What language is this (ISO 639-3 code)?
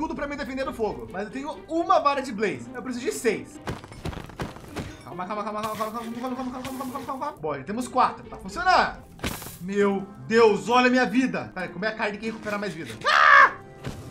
por